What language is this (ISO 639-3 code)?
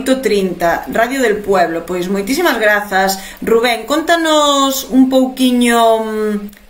glg